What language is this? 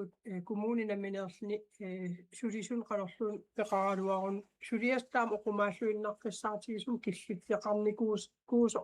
Kalaallisut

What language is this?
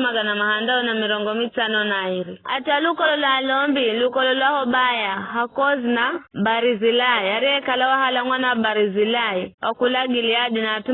Giryama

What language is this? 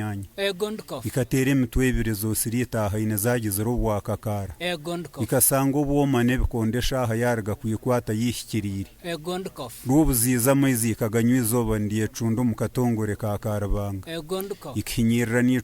Nyankole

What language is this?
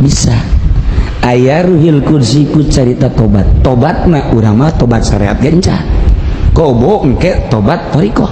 Sundanese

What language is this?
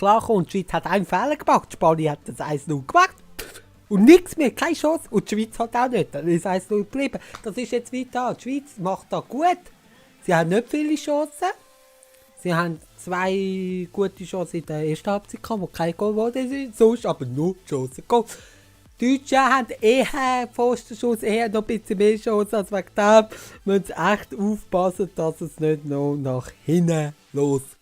Swiss German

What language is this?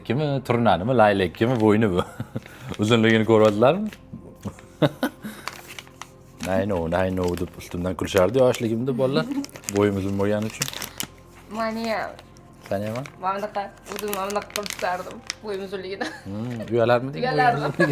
Uzbek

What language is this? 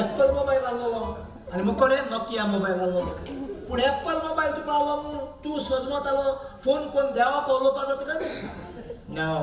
Konkani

